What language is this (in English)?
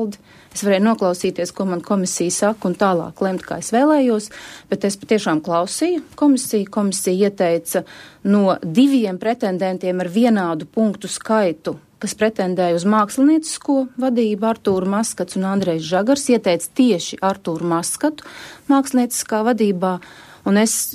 Latvian